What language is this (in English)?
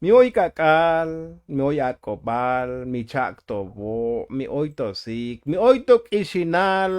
Tzotzil